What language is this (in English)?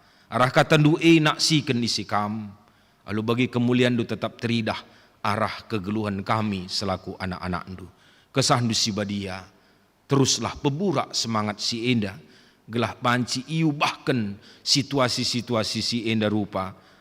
Batak Karo